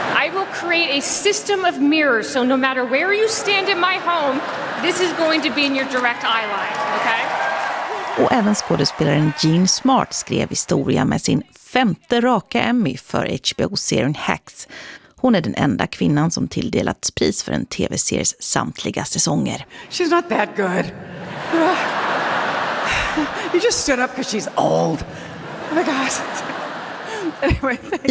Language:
Swedish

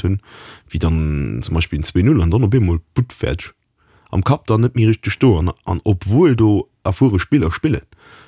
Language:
Luxembourgish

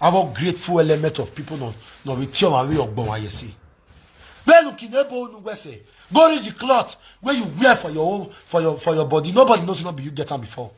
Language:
Nigerian Pidgin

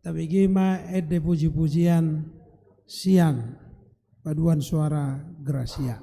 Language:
Batak Toba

